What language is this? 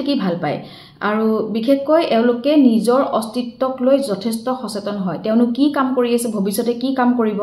Assamese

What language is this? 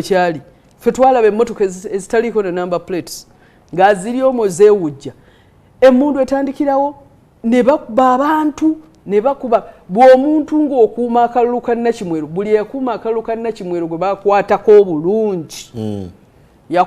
Ganda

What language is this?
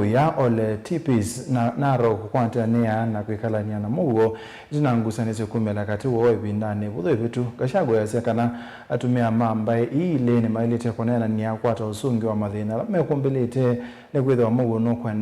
Kamba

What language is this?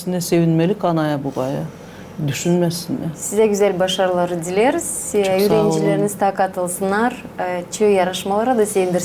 Gagauz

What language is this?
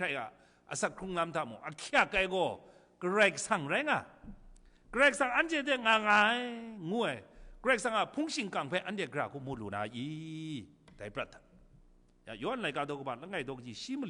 Kachin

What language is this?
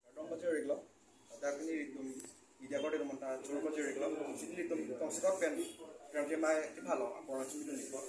Karbi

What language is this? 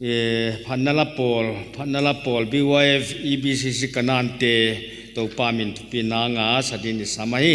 Paite Chin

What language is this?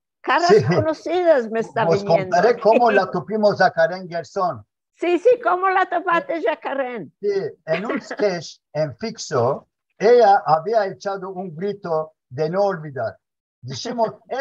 Ladino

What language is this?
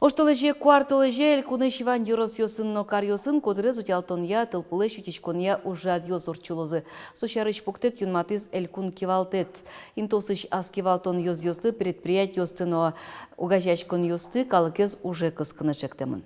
Udmurt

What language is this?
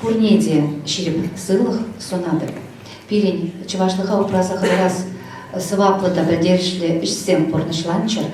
Chuvash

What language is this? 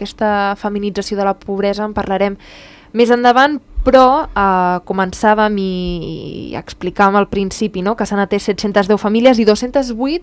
Catalan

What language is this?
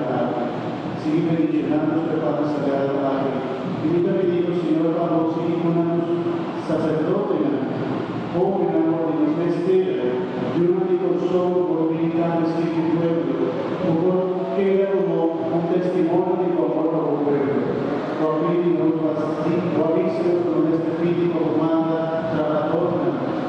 Papiamento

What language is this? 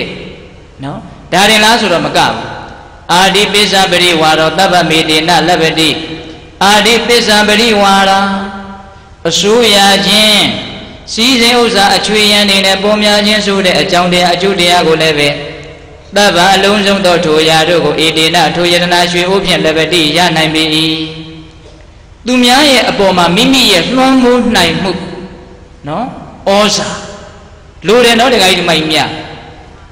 Burmese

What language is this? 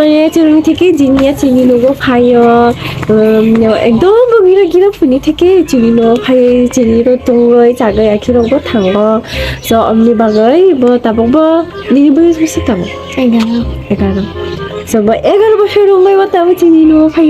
Kok Borok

